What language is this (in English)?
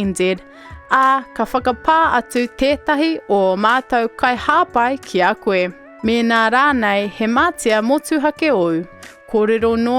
Māori